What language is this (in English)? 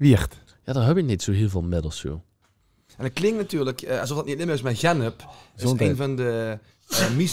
Limburgish